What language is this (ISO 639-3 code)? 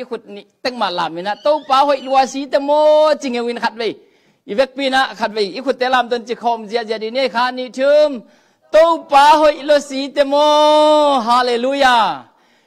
ctd